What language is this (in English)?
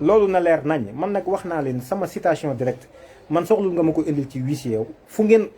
Wolof